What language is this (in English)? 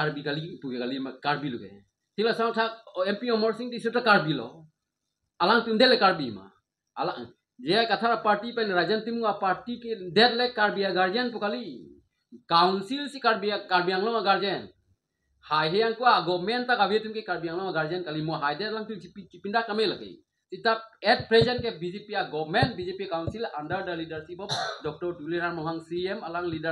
Karbi